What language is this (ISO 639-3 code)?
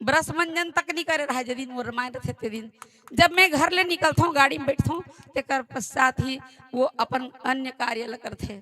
hne